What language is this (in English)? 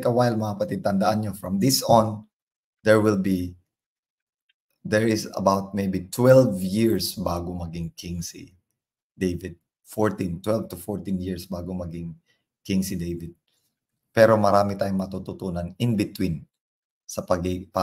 Filipino